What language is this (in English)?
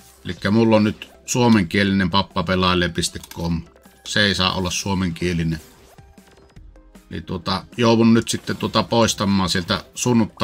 Finnish